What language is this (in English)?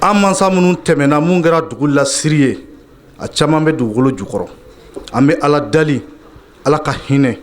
Bambara